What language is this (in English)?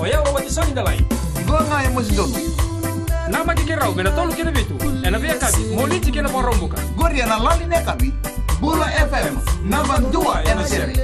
Fijian